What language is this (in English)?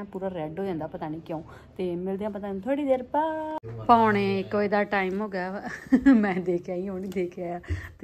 Punjabi